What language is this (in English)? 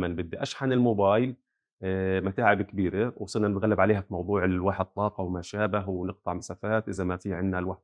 North Levantine Arabic